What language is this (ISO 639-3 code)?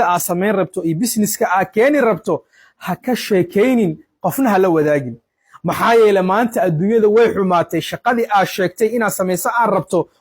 som